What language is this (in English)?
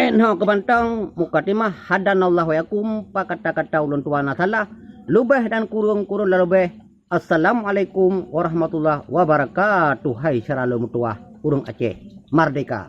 Achinese